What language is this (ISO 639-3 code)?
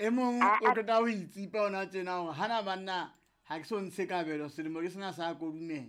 sot